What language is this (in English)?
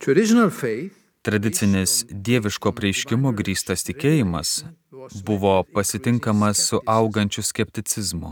Lithuanian